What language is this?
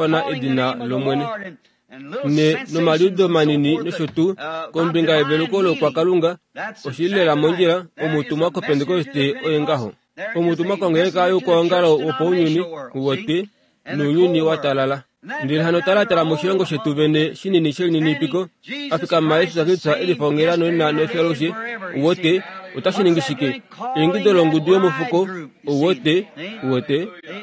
Kuanyama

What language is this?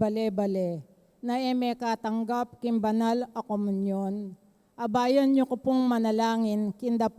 Pampanga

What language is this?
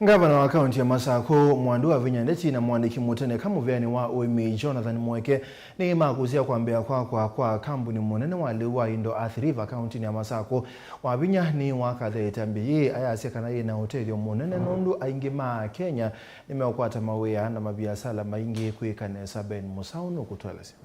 Kamba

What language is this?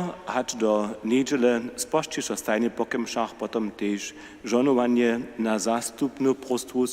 Upper Sorbian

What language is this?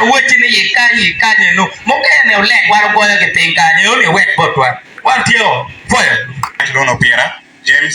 Acoli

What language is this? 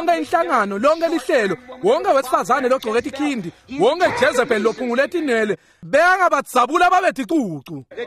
Swati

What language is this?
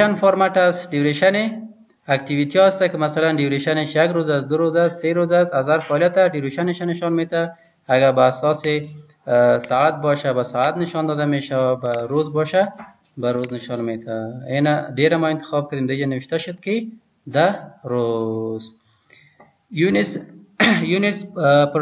Persian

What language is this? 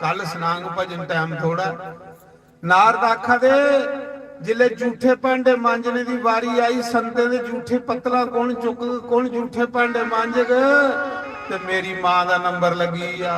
Dogri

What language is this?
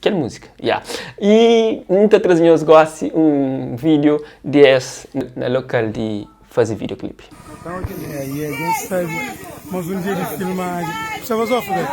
Kabuverdianu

